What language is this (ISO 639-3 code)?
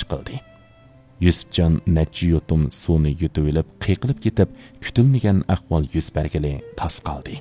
uig